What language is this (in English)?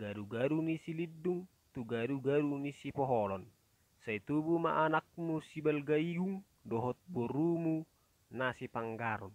Batak Toba